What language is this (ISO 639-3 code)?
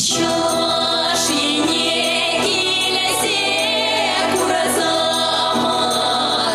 chv